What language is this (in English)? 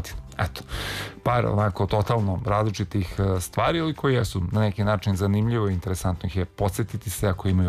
Serbian